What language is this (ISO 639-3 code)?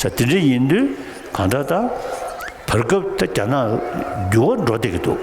bod